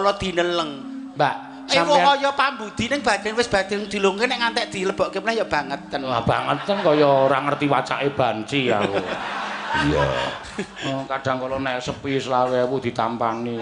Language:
Javanese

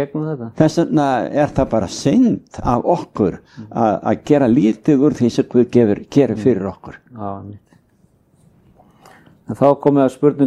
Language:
Icelandic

